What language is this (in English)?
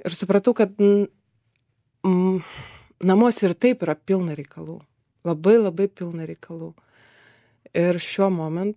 Lithuanian